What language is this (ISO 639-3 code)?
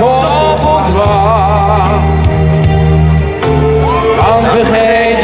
nld